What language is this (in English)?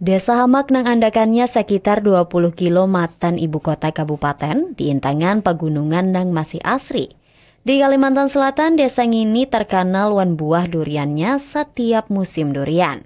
Banjar